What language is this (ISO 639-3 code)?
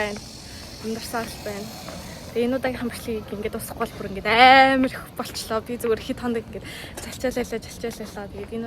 mon